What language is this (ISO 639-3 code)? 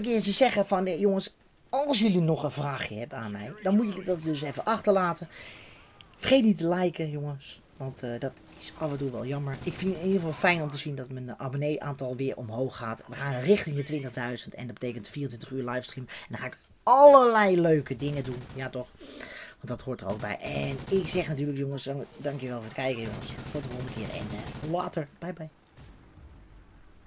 nld